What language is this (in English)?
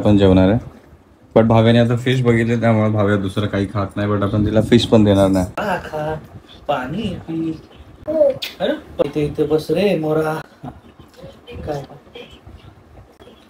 Marathi